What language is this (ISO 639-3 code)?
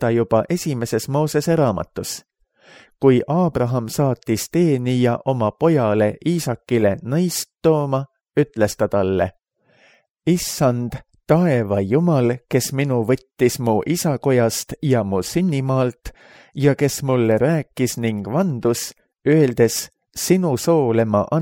est